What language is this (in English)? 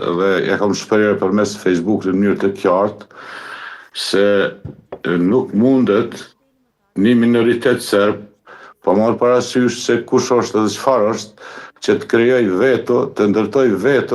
Albanian